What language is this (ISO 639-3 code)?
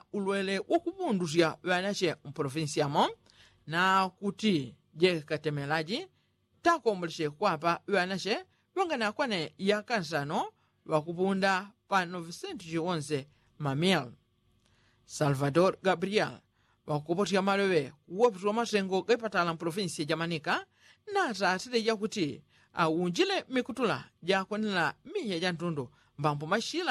yao